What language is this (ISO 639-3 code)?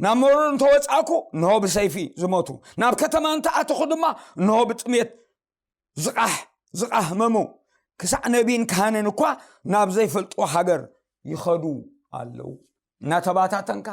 tir